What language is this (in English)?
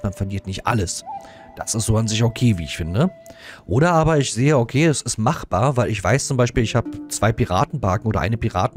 German